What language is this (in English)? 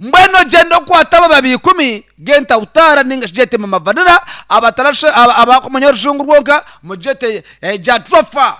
Nyankole